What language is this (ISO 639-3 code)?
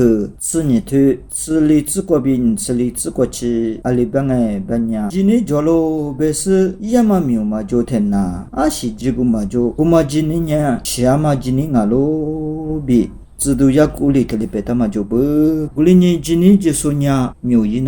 lis